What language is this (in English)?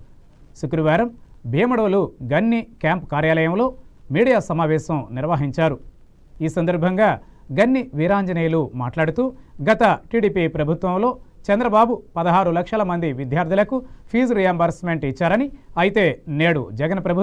Telugu